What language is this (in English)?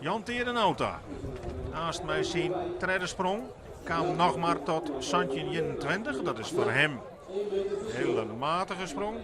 Western Frisian